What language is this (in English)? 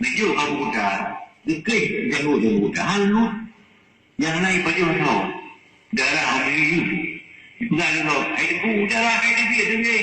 Achinese